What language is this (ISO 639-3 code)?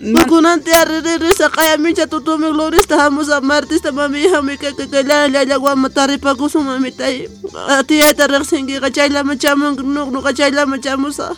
que